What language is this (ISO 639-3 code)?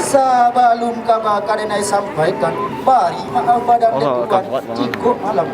min